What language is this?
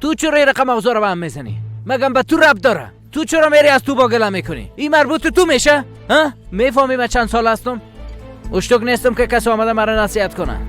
Persian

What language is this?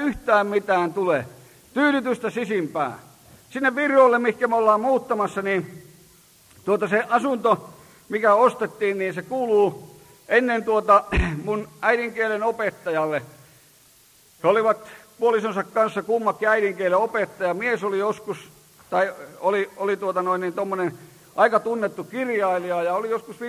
Finnish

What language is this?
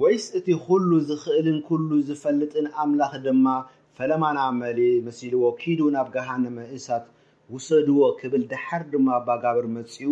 Tigrinya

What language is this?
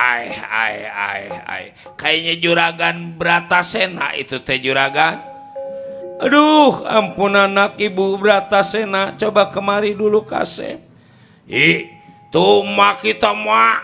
Betawi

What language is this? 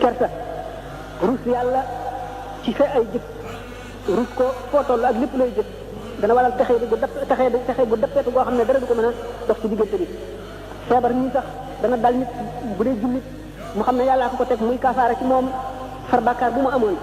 Wolof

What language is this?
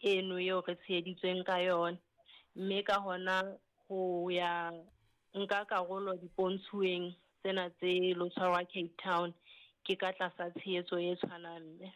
Southern Sotho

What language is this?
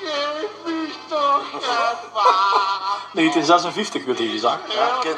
Limburgish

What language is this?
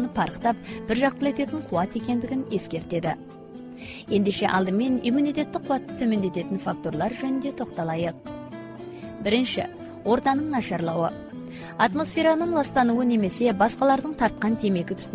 Kazakh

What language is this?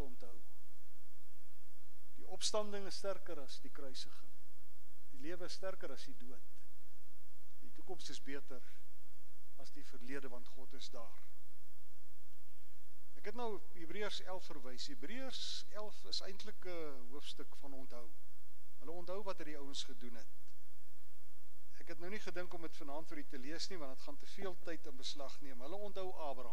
Afrikaans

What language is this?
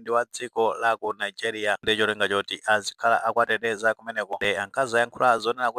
Nyanja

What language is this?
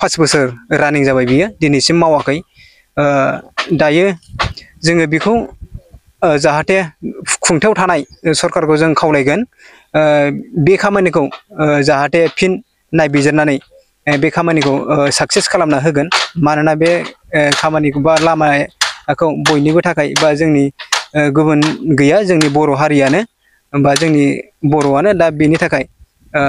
Bodo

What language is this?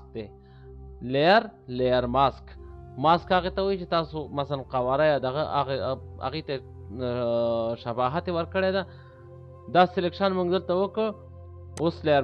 Pashto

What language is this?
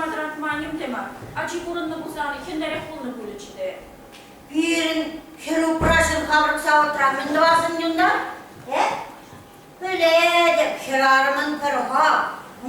Chuvash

